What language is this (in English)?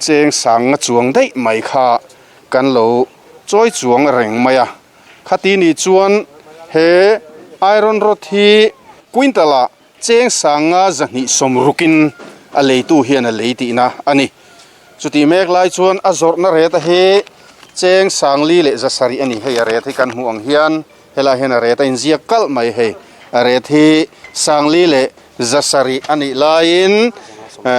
Mizo